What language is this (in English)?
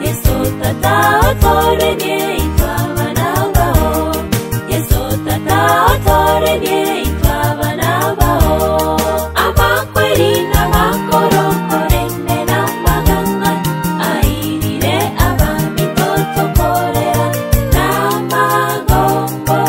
Gusii